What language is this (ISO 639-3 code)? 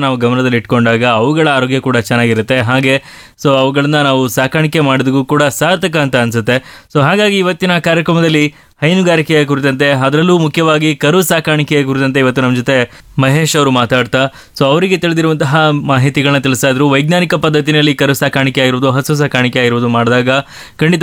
kan